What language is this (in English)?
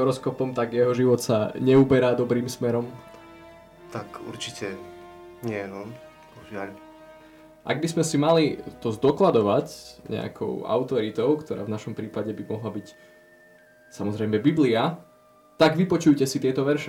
Slovak